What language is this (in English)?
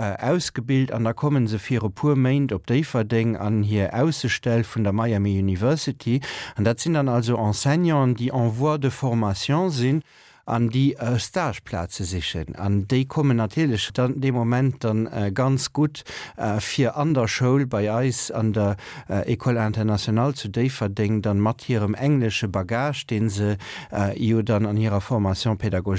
Luxembourgish